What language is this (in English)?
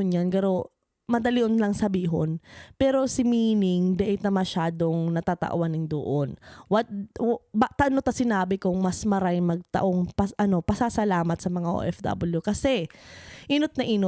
Bikol